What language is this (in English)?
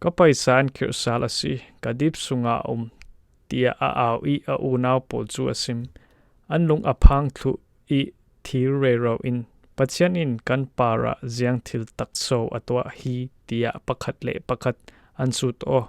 Falam Chin